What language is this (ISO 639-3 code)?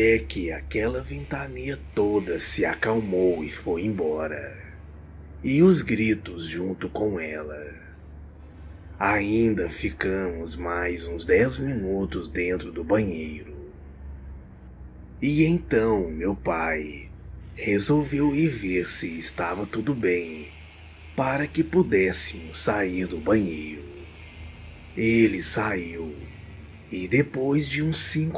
por